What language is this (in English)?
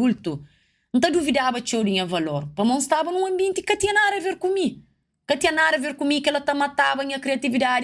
Kabuverdianu